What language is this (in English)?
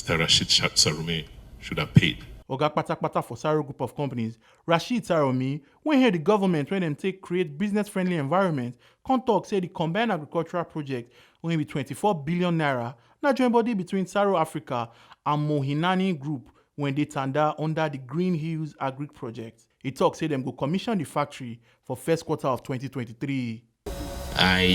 Nigerian Pidgin